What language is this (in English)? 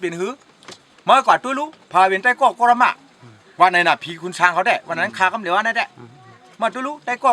Shan